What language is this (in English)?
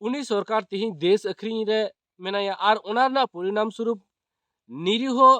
Santali